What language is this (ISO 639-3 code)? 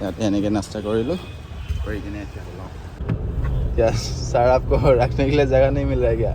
asm